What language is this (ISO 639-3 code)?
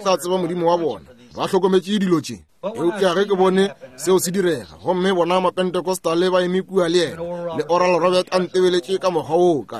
nso